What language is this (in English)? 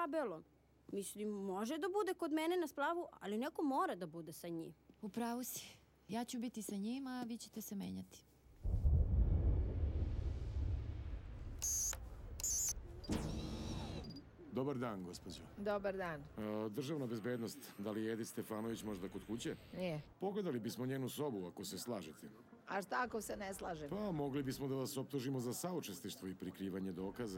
Serbian